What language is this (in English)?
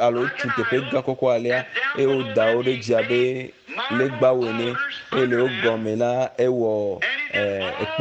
Ewe